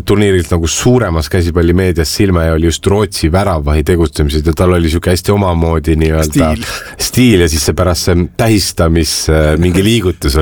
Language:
Estonian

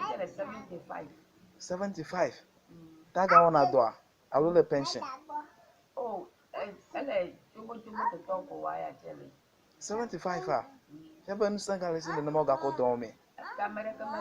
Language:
Ewe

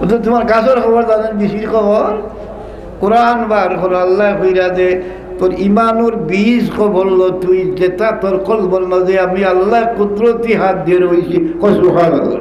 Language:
Sylheti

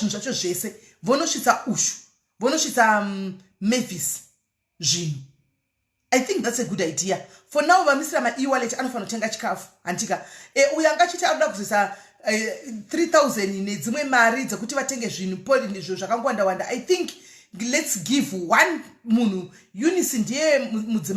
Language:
Shona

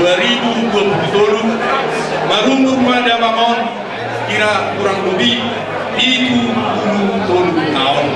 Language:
Batak Toba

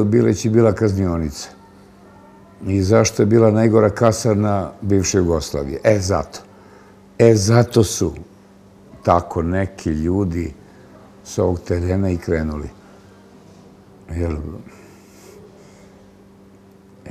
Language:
Serbian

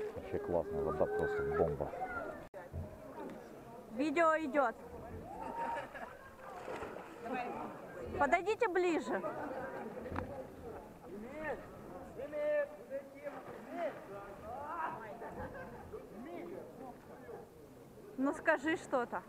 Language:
Russian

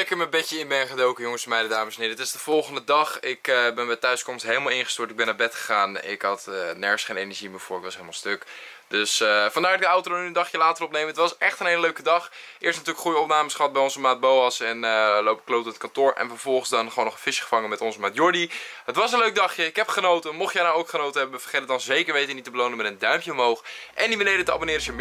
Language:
Dutch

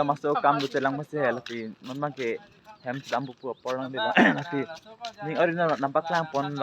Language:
Karbi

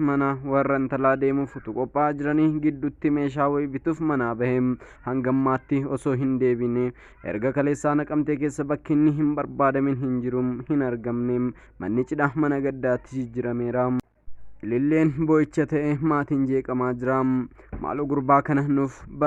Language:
Oromo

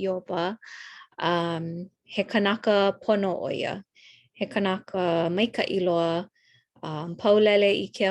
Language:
Hawaiian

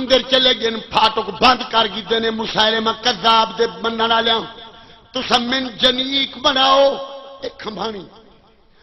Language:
Saraiki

